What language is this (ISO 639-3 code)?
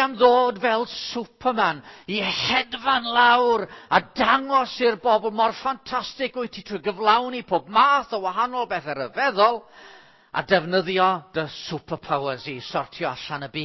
cym